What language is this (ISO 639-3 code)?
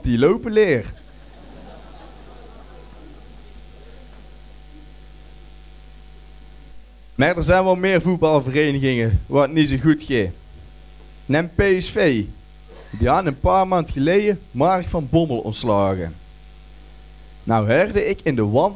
nld